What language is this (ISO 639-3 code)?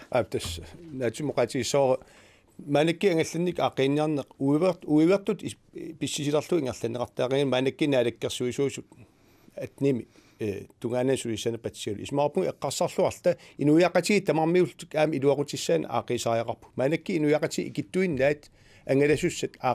kal